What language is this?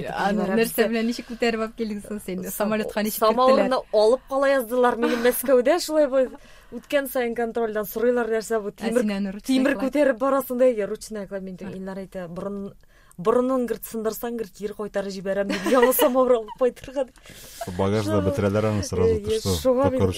Tatar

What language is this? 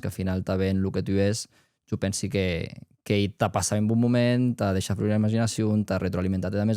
Occitan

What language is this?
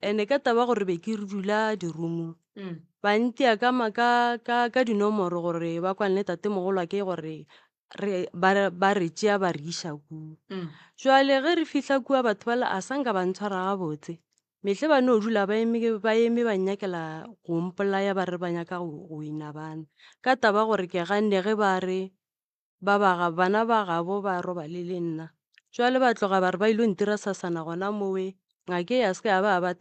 Northern Sotho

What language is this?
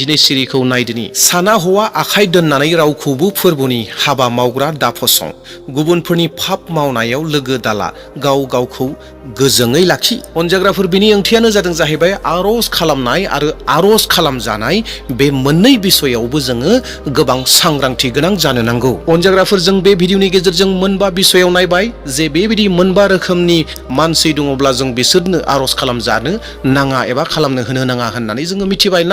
Bodo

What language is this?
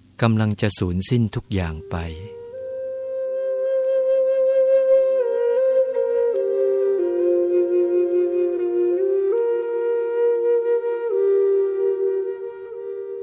Thai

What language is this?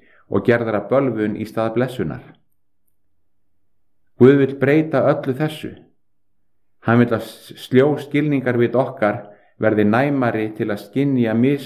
Icelandic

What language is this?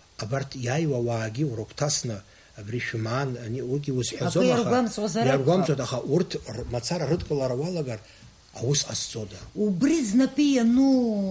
Abkhazian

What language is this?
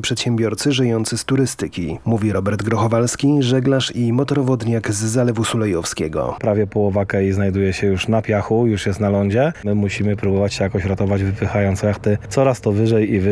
Polish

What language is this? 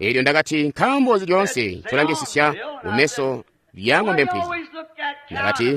Tonga (Zambia)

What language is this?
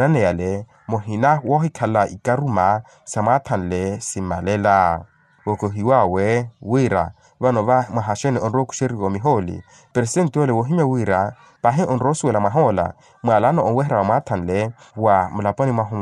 Makhuwa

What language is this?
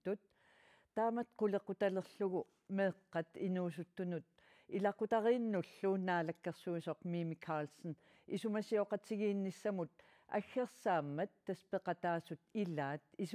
Kalaallisut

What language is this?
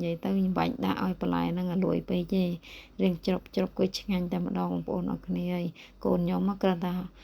Khmer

